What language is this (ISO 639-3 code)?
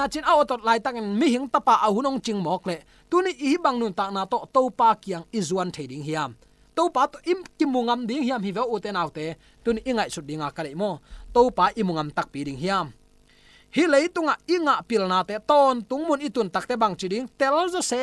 ctd